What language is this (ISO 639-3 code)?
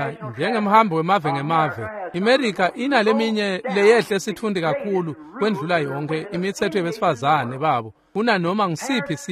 ssw